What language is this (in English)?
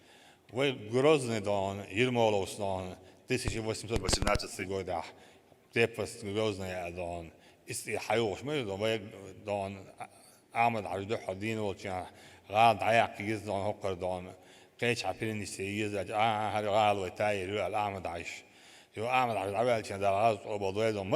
Chechen